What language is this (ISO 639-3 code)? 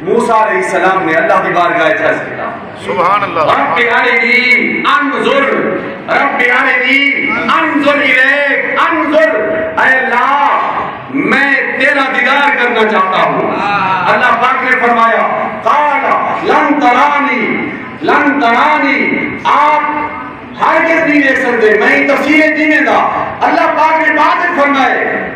skr